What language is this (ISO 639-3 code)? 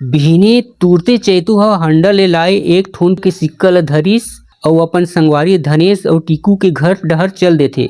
hne